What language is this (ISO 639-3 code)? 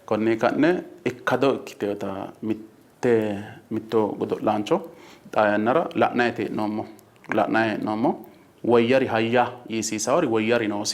sid